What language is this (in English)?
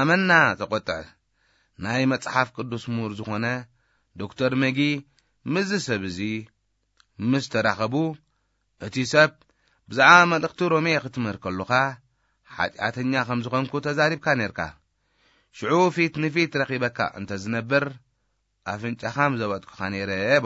Tigrinya